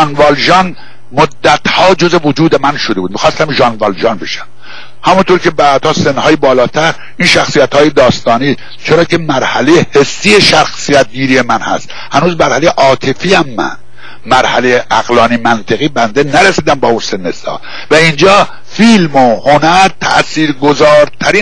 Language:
Persian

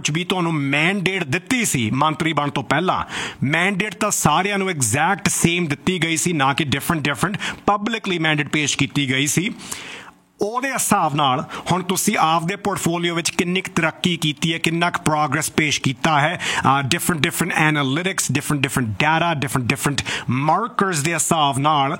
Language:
Punjabi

